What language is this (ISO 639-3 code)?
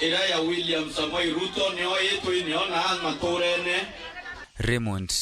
mer